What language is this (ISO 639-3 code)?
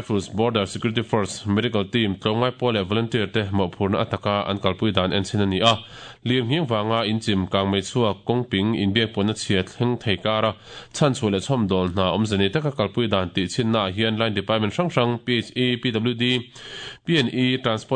lus